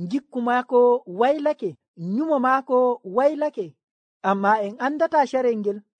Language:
Nigerian Fulfulde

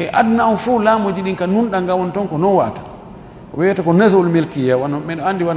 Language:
Fula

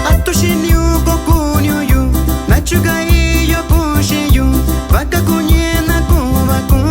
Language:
Metlatónoc Mixtec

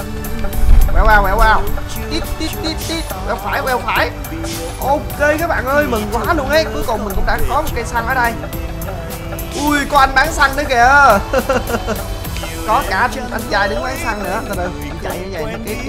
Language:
Vietnamese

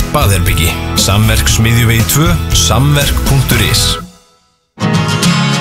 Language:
Icelandic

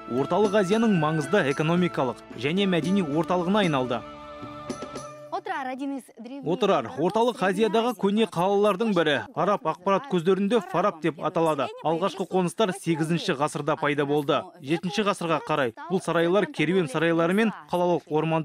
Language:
Kazakh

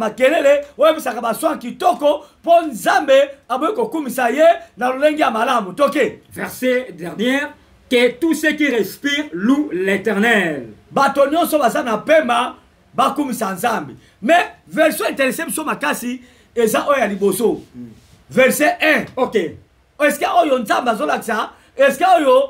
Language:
Lingala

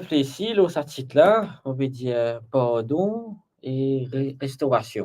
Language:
Morisyen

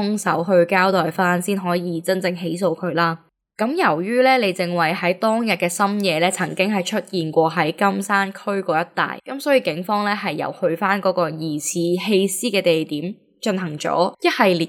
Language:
Cantonese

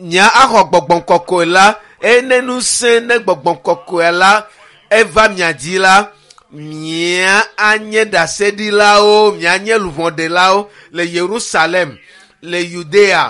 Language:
Ewe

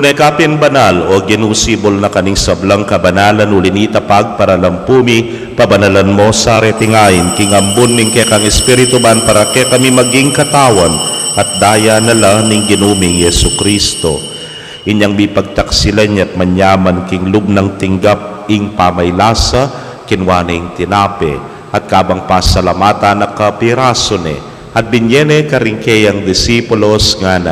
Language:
Pampanga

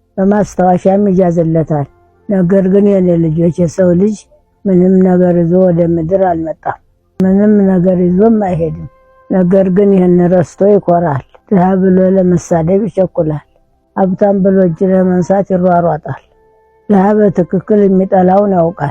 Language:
Amharic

